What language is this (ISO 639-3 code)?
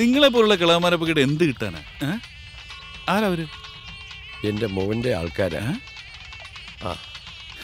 mal